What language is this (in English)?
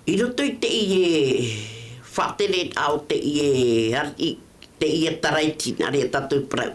Tahitian